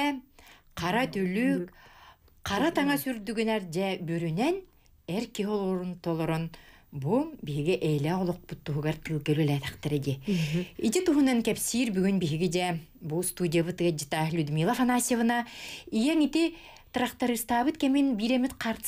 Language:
Yakut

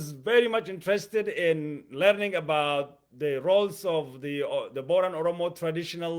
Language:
English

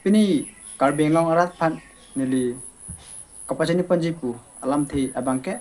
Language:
Karbi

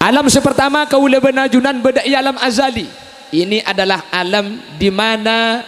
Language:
Madurese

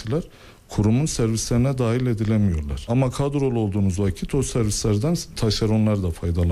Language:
Turkish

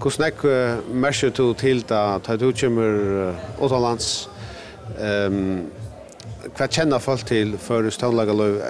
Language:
Faroese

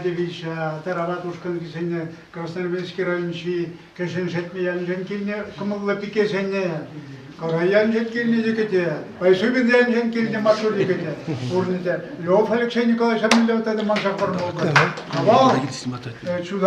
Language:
Chuvash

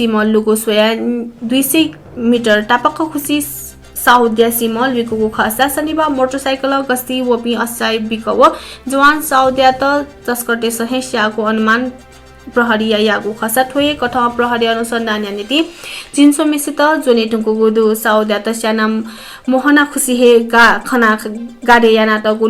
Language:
Newari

